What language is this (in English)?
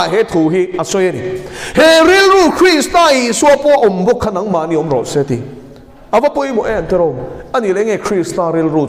Mizo